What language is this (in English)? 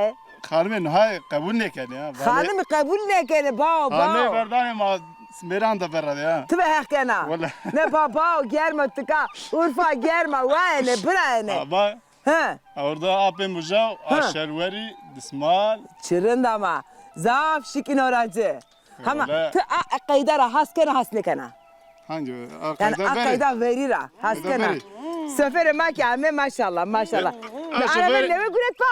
Zaza